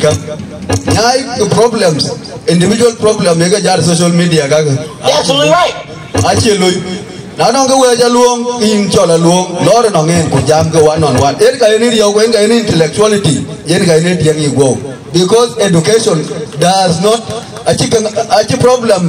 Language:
Dinka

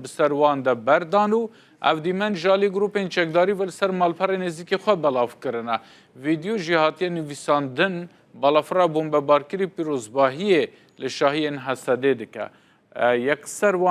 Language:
Kurdish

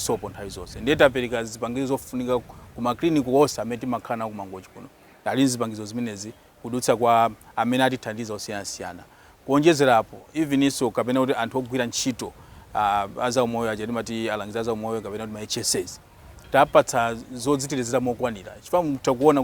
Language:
Nyanja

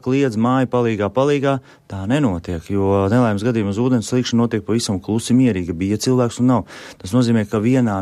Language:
Latvian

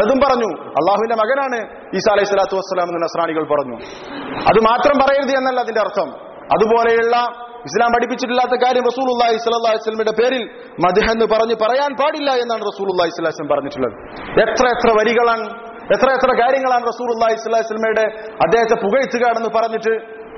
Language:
Malayalam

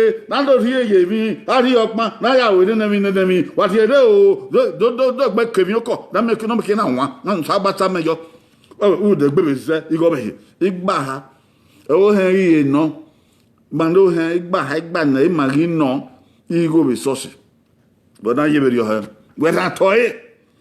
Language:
Bini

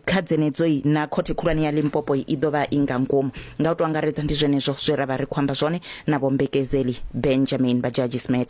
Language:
Venda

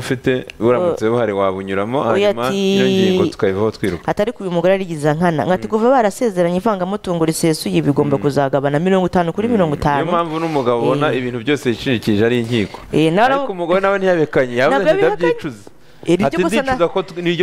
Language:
Kinyarwanda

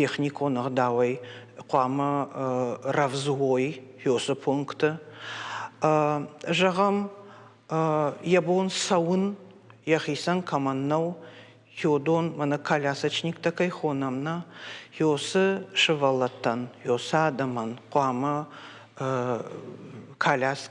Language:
Ossetic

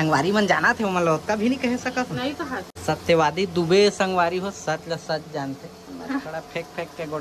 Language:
Chhattisgarhi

